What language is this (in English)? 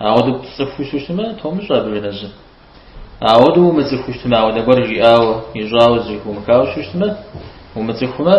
Kabardian